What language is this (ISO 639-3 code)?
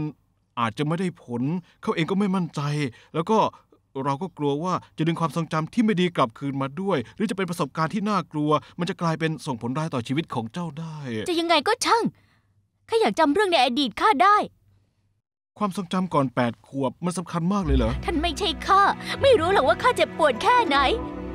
tha